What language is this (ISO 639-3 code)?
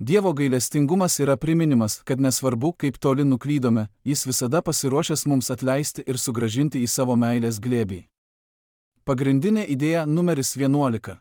lit